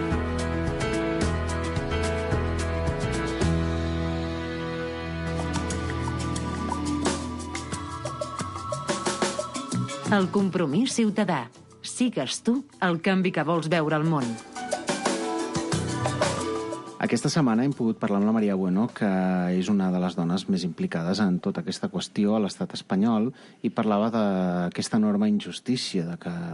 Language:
Catalan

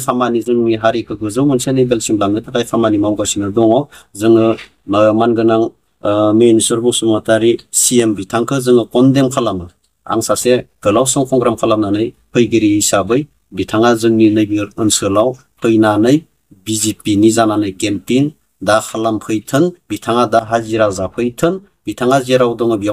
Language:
Bodo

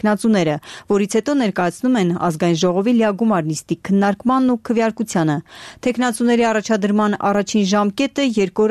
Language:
Armenian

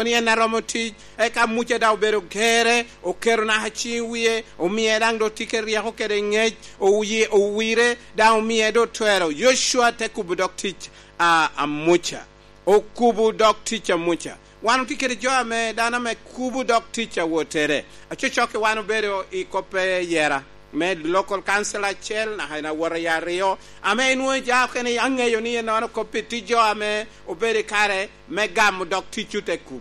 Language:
Lango (Uganda)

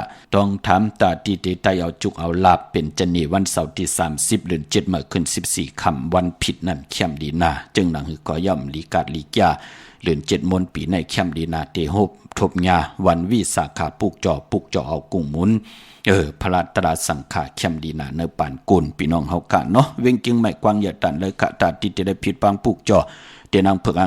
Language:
Shan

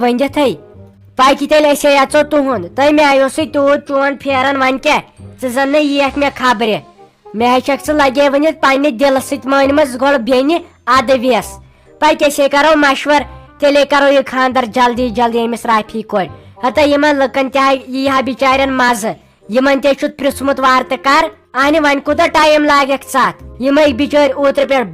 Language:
Kashmiri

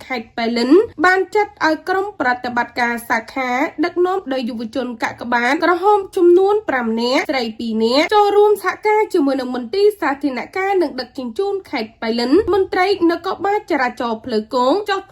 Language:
Khmer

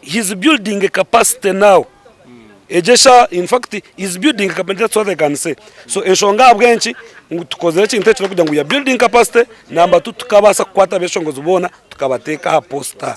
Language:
Nyankole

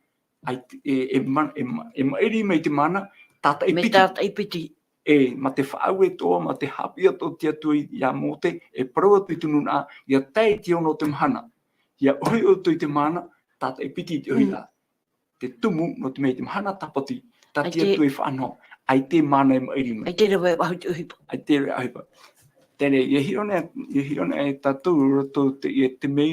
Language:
Tahitian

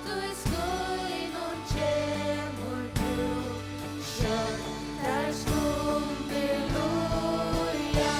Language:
Faroese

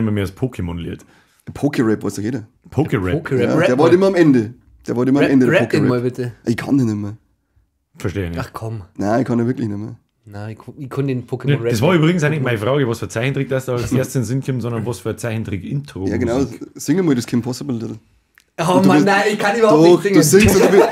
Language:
Bavarian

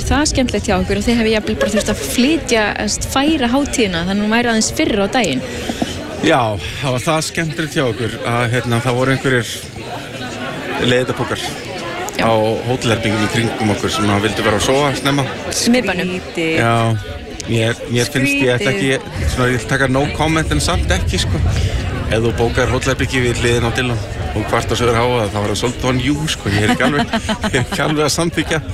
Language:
Icelandic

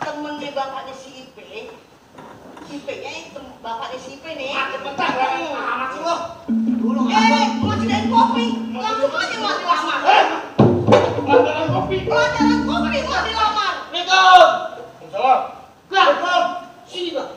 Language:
Betawi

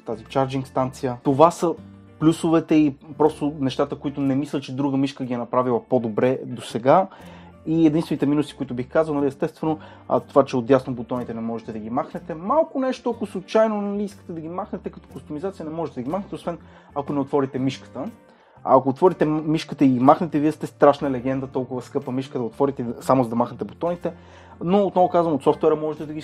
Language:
Bulgarian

